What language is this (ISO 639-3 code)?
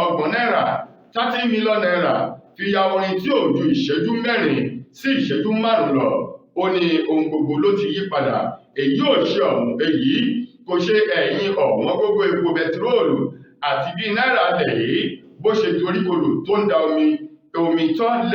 yor